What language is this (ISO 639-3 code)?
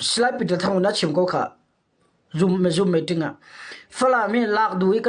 cnh